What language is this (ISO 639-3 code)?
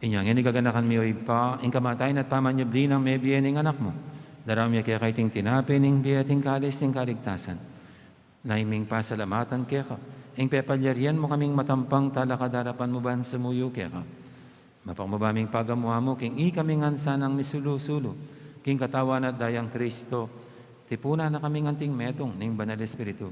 pam